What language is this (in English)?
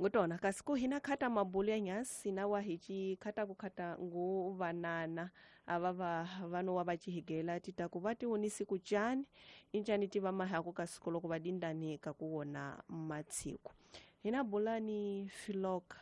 Tsonga